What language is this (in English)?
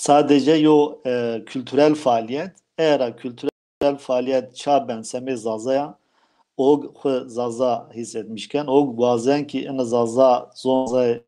Zaza